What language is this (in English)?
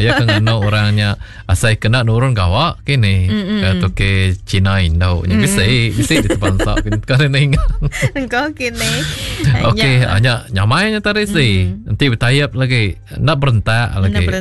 Iban